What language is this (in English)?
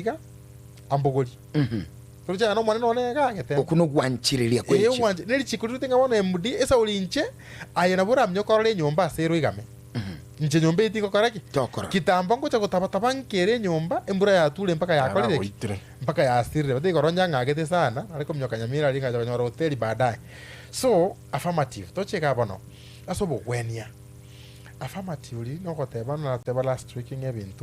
Gusii